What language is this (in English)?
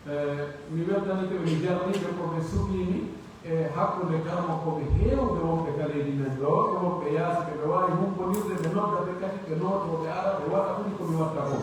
Pular